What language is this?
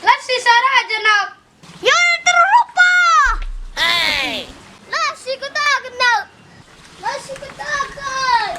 Batak Karo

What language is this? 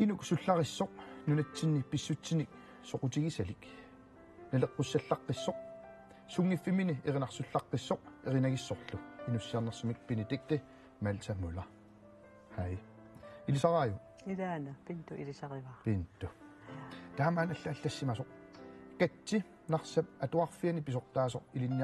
Kalaallisut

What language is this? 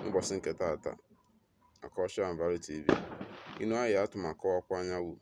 Igbo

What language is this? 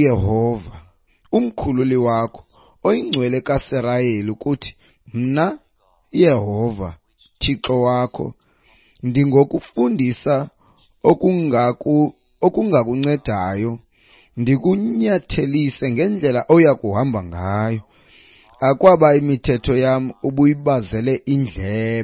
Xhosa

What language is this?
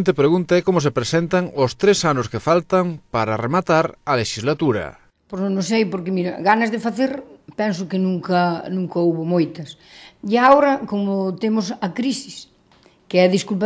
Galician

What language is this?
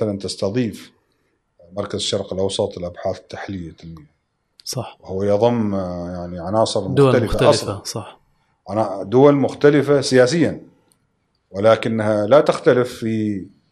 Gulf Arabic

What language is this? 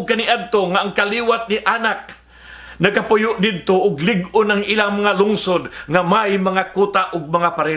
Cebuano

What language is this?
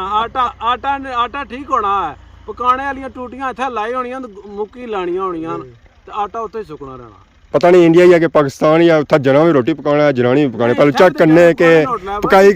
Pahari-Potwari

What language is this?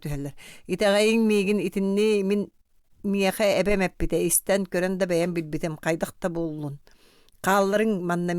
Yakut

